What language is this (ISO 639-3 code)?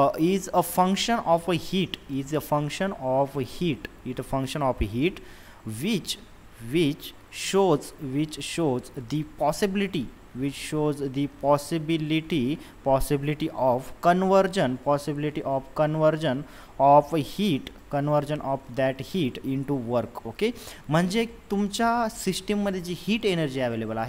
mar